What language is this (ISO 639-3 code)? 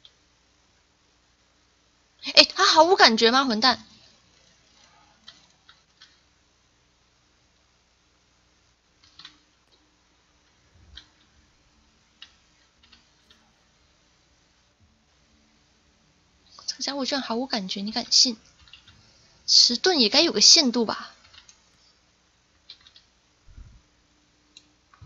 zho